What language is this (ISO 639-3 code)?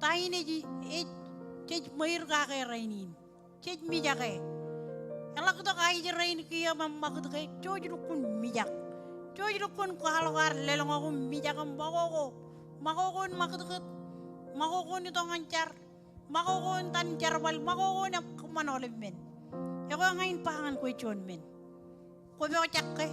mah